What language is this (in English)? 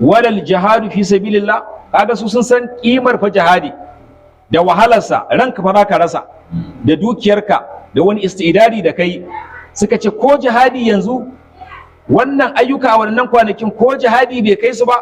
Hausa